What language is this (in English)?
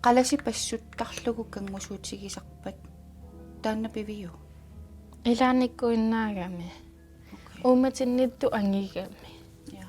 Kalaallisut